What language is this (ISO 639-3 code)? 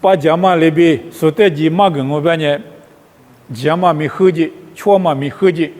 lis